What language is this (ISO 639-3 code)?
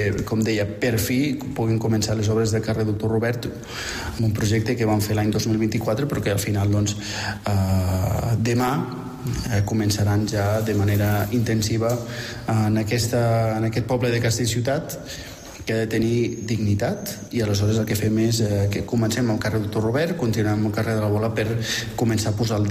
cat